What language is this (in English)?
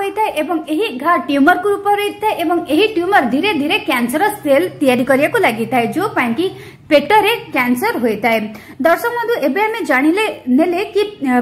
Odia